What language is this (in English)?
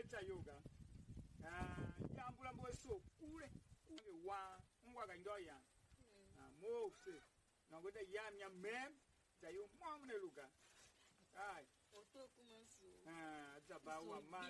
Tiv